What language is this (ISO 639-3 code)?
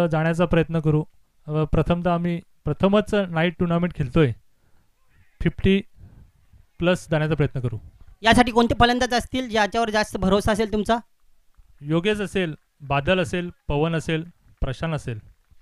mar